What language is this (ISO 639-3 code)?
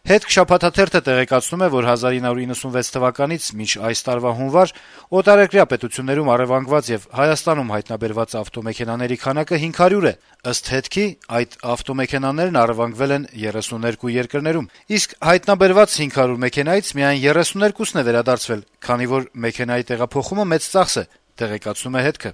hye